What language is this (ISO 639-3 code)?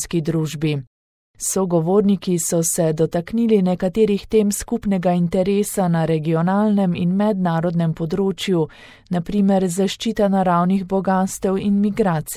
slv